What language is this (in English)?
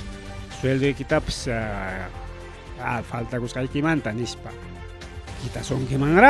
Ayacucho Quechua